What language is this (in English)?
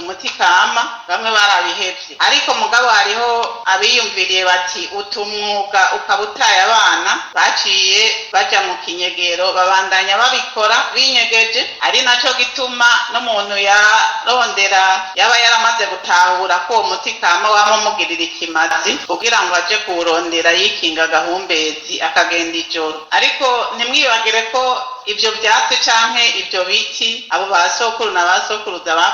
Rundi